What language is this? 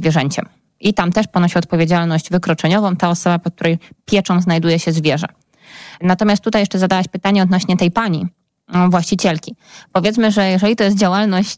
Polish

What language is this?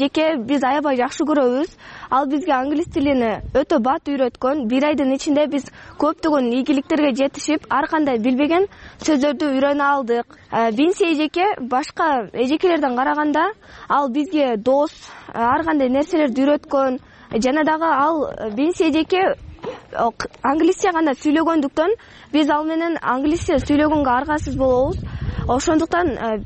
Kyrgyz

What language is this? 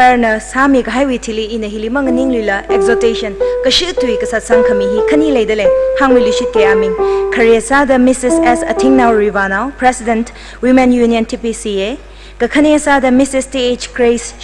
Tangkhul Naga (India)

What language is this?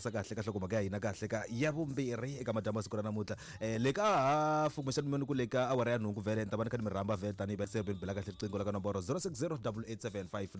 Tsonga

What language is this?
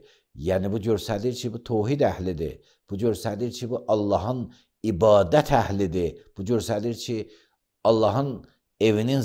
Azerbaijani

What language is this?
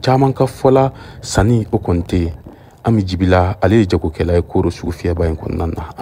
Bambara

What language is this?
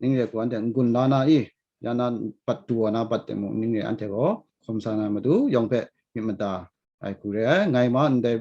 Kachin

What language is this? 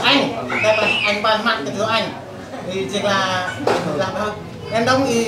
Central Mnong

